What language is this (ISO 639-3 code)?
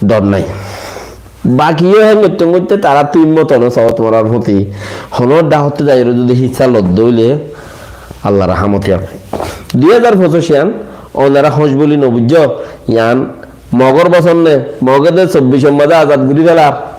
rhg